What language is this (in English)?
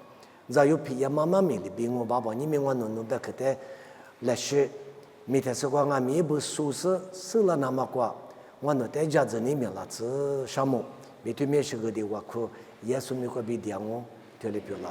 Lisu